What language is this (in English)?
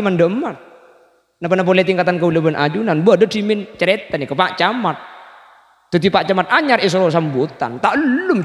Madurese